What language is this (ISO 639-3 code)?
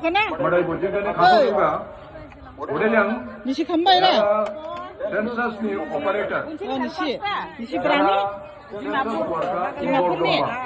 dis